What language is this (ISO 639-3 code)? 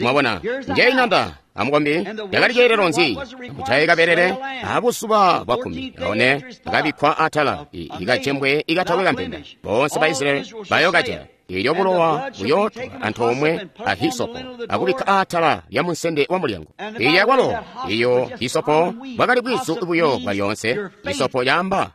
toi